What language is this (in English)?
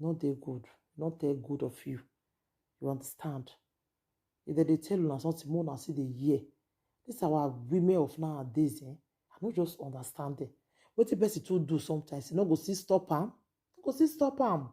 Nigerian Pidgin